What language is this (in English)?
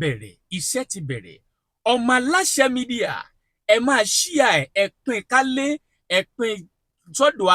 Yoruba